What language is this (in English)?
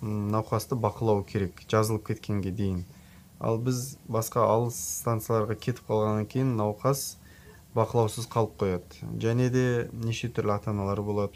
Kyrgyz